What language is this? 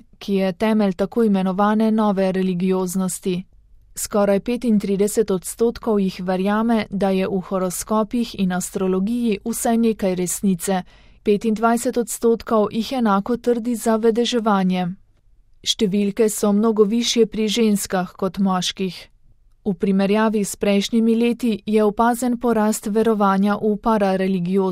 Slovenian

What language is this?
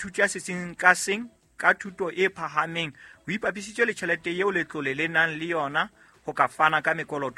Southern Sotho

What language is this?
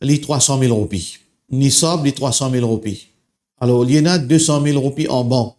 Morisyen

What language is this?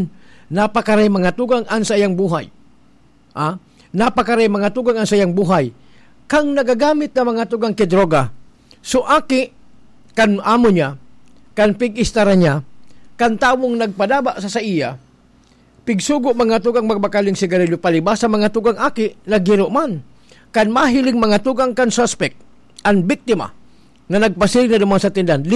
Bikol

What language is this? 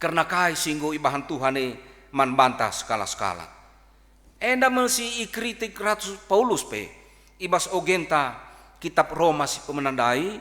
Batak Karo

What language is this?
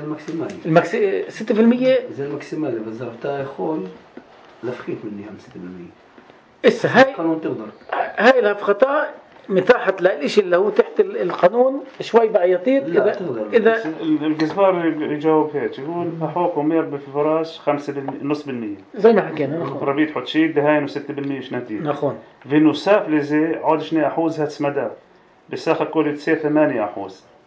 North Levantine Arabic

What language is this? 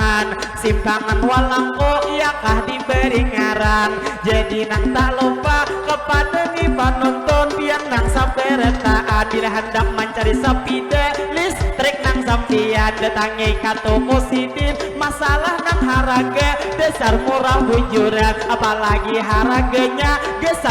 Banjar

